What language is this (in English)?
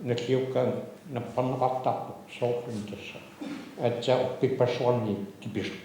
Kalaallisut